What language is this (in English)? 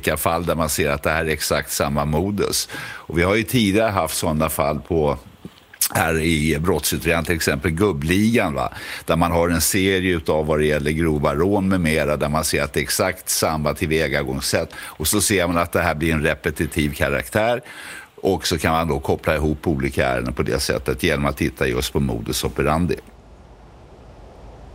Swedish